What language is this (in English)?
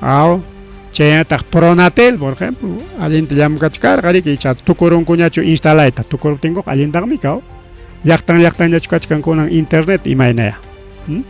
Ayacucho Quechua